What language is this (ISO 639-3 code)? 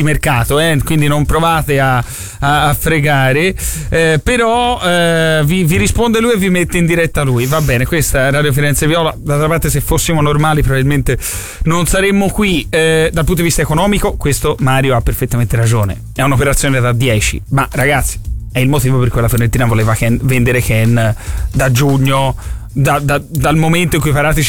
ita